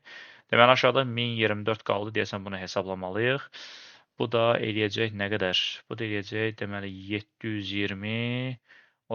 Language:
Azerbaijani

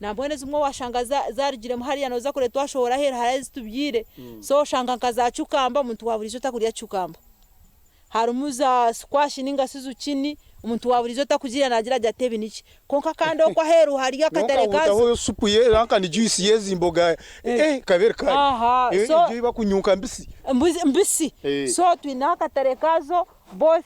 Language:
Nyankole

